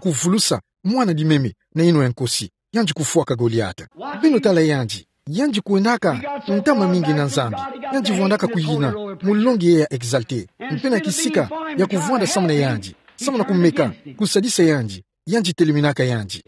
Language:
Kituba (Democratic Republic of Congo)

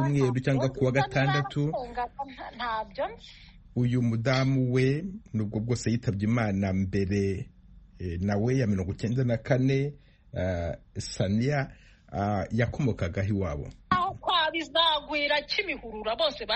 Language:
Kinyarwanda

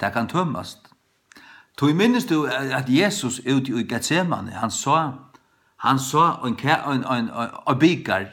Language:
Faroese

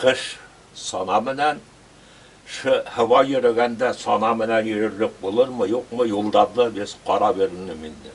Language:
Bashkir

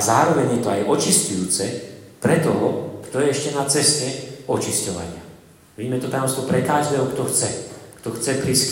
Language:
Slovak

